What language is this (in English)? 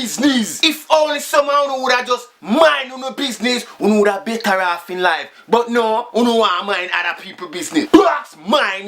Jamaican Creole English